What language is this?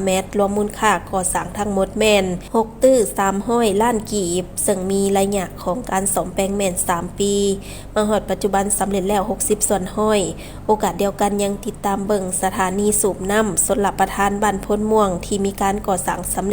Lao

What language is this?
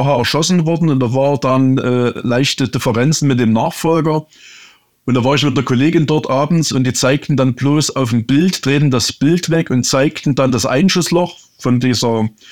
German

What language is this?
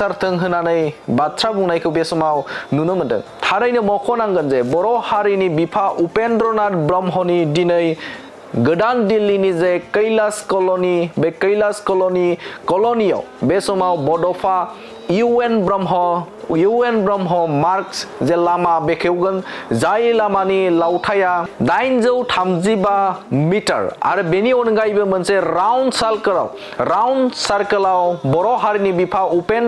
Bodo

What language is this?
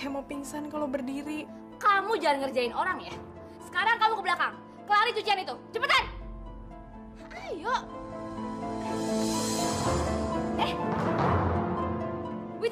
Indonesian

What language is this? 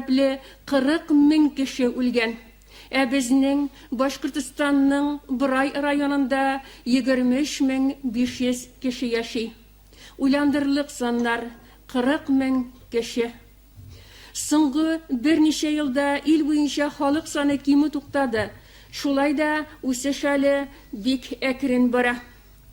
Tatar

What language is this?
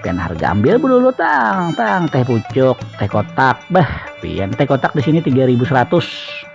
Banjar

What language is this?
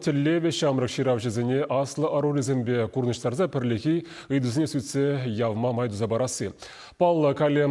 Chuvash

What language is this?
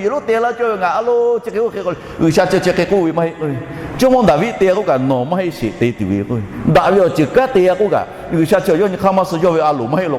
Lahu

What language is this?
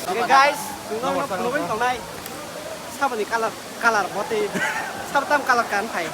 Kok Borok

